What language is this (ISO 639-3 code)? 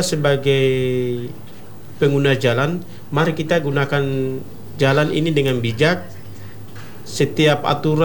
ind